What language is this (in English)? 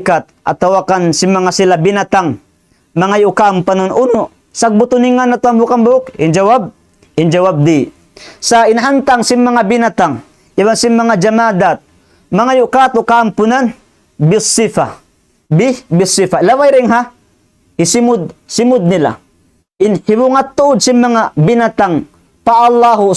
Tausug